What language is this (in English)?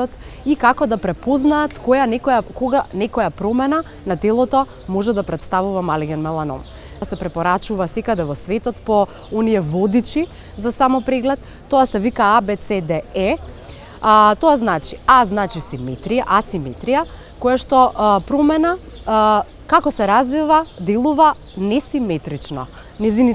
Macedonian